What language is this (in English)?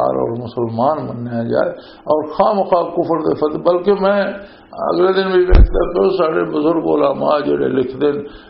Western Panjabi